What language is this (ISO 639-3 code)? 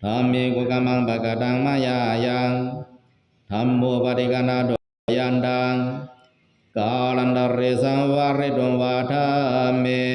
pli